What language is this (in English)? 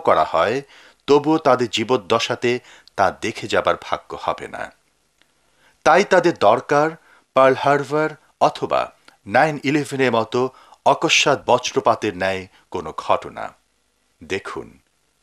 Bangla